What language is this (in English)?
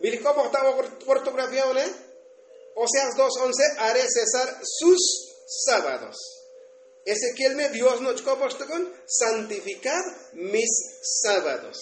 Tzotzil